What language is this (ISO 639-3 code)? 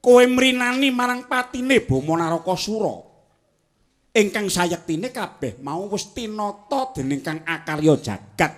jav